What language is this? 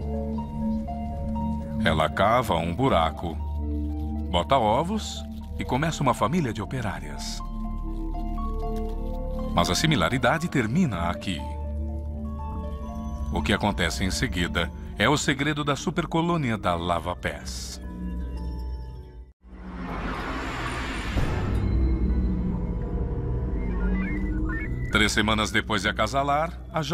Portuguese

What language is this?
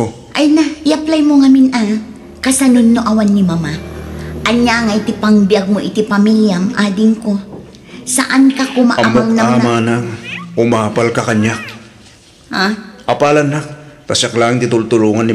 Iloko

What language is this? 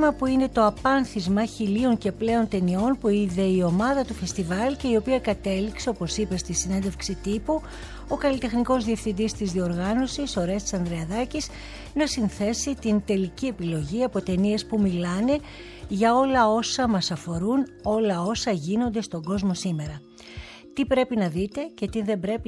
Greek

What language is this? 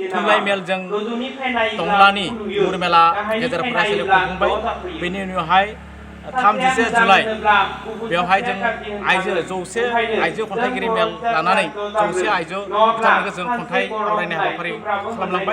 Bodo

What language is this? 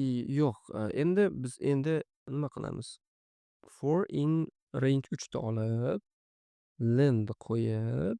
Uzbek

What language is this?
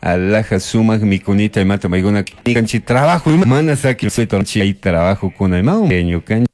Chimborazo Highland Quichua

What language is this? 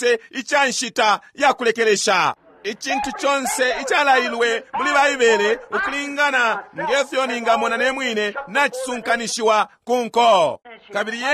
Bemba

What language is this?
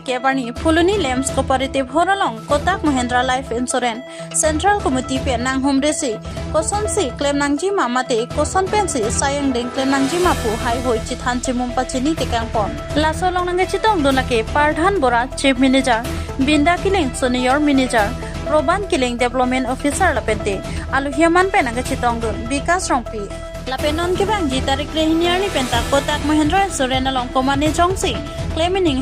Karbi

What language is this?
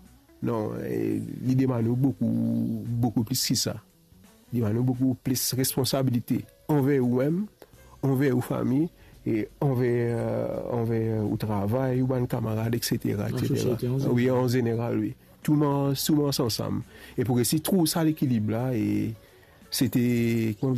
Morisyen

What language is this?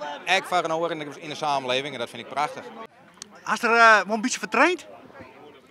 Western Frisian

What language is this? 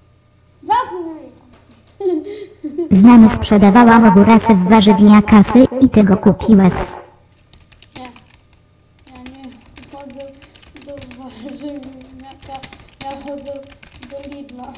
Polish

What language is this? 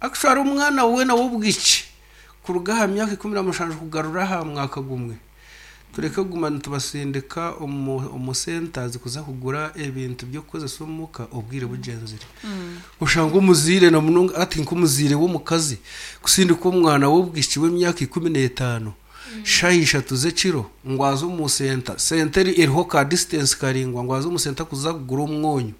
Nyankole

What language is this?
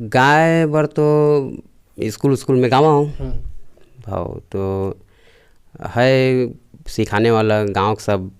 Chhattisgarhi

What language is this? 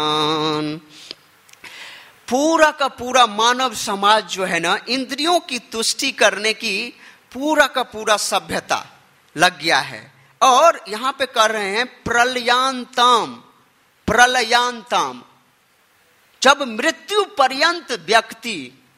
Hindi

